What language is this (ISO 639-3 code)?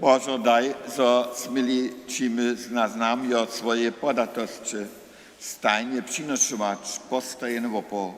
hsb